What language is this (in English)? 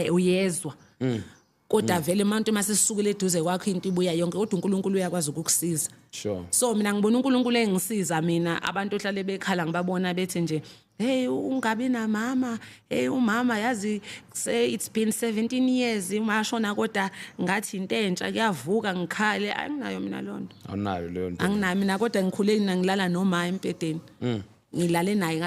Zulu